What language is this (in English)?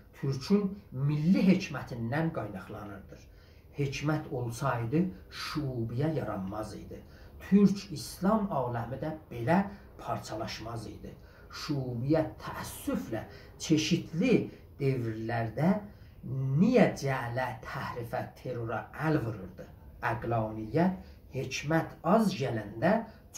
South Azerbaijani